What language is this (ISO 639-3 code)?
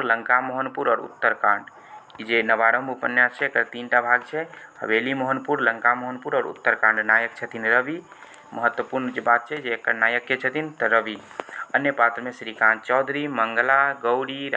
mai